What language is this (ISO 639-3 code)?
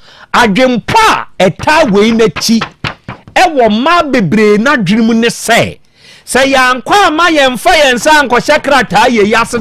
aka